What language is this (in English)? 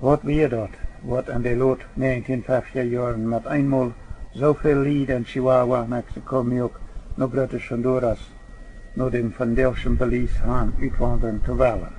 Plautdietsch